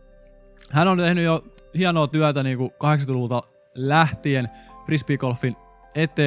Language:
Finnish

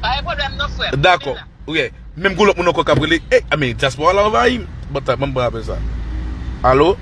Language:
Haitian Creole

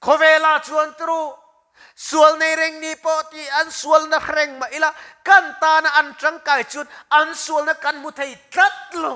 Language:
Mizo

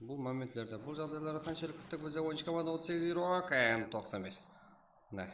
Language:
Kara-Kalpak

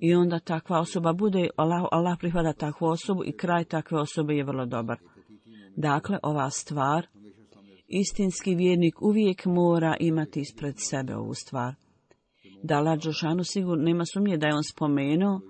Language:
Bosnian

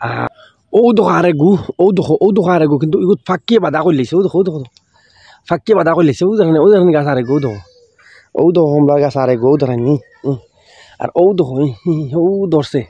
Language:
Sylheti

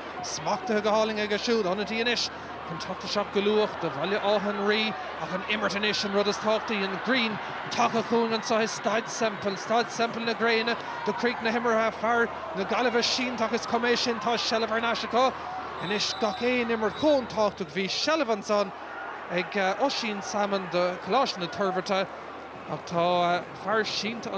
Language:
Irish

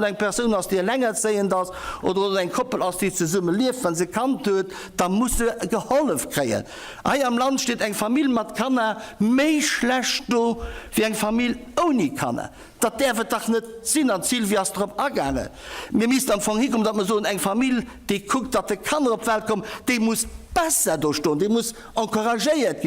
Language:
Luxembourgish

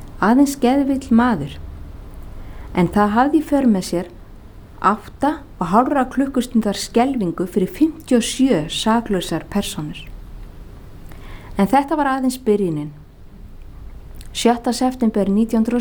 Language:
Icelandic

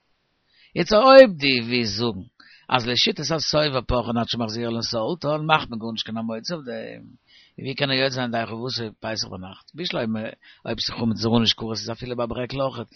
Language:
Yiddish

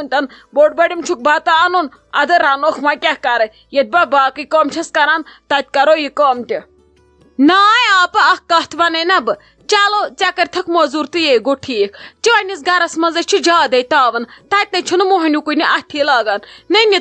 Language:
Kashmiri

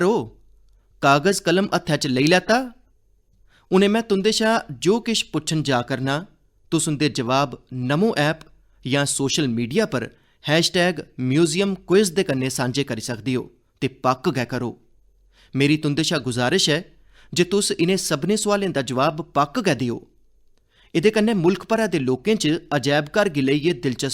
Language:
Dogri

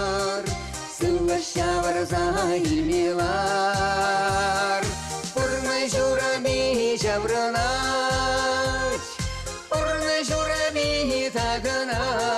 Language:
Chuvash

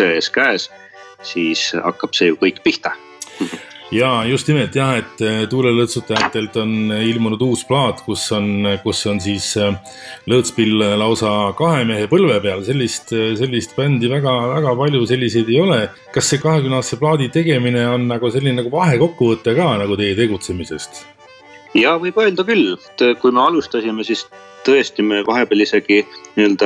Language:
Estonian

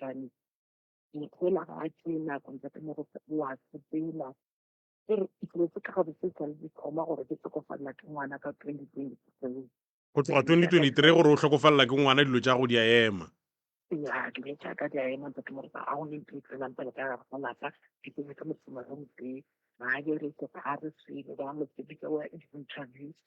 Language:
Northern Sotho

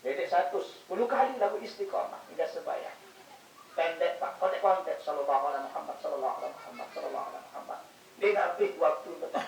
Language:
Sasak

